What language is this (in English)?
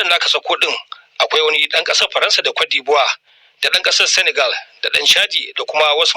Hausa